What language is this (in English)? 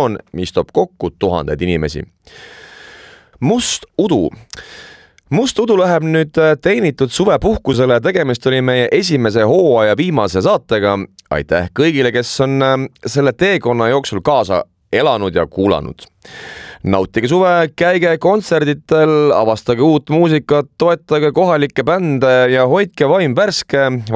Estonian